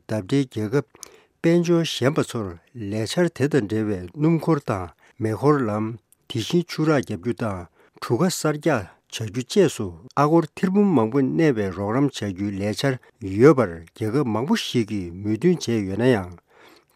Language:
Tibetan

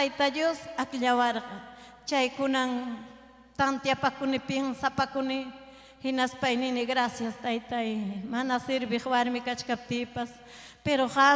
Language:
Ayacucho Quechua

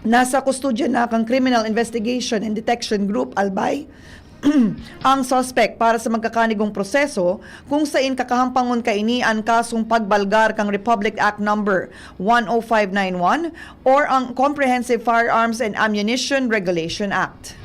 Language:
Bikol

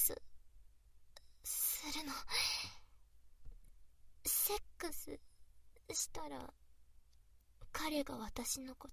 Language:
Japanese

